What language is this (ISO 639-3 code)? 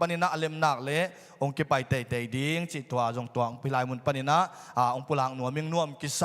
ctd